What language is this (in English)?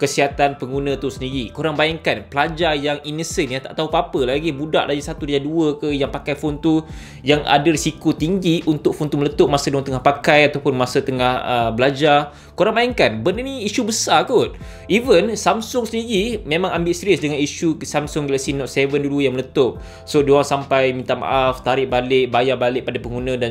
Malay